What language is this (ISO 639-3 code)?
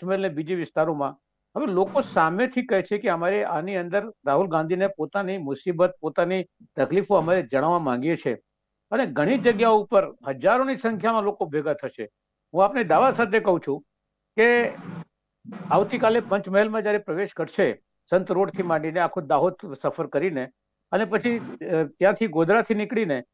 guj